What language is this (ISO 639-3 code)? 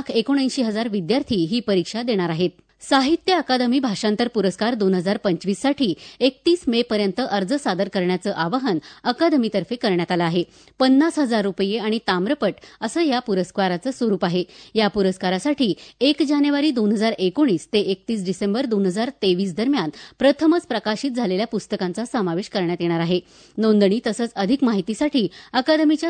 mar